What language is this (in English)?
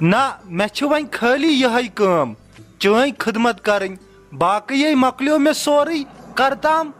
Kashmiri